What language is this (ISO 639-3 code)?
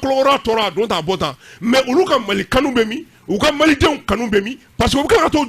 bam